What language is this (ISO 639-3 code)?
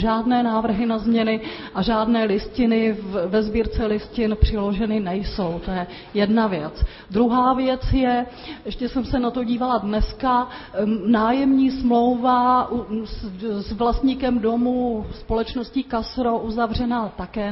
ces